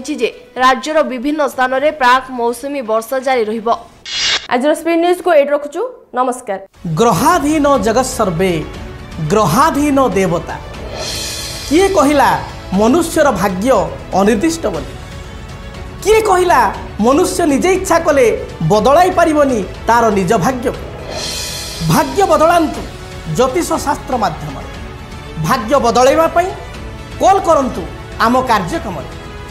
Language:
Odia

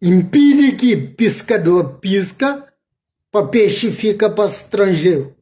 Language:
Kabuverdianu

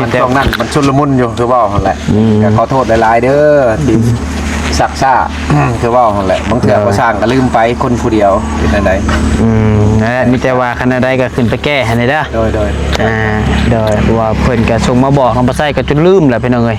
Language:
Northeastern Thai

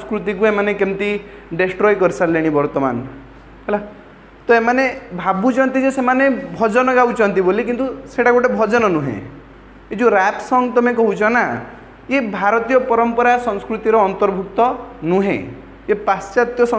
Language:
Odia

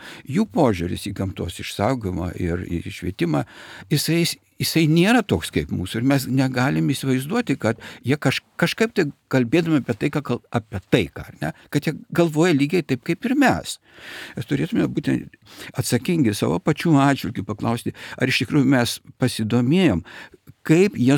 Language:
Lithuanian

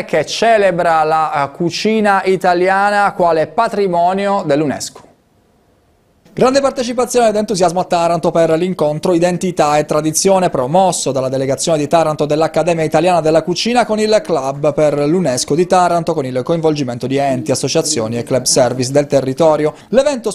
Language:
Italian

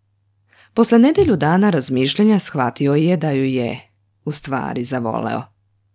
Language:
Serbian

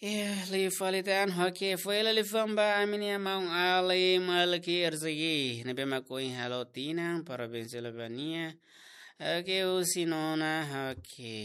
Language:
Tetum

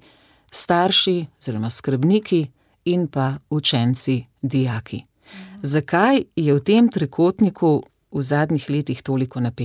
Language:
Slovenian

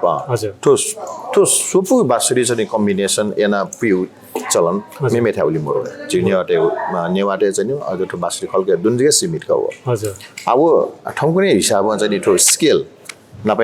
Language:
Newari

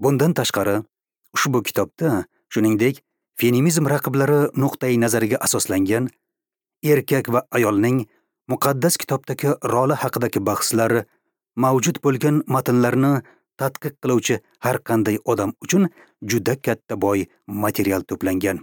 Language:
Uzbek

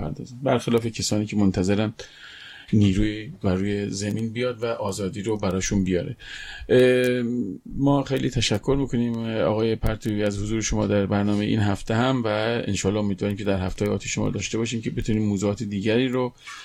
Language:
Persian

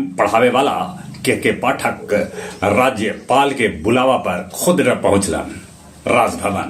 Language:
Magahi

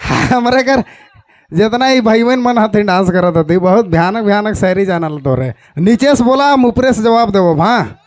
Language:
Sadri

